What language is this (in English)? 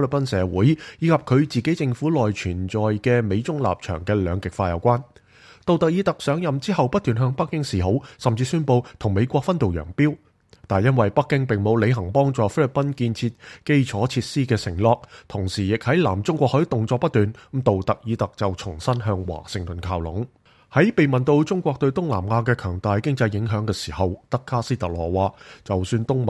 Cantonese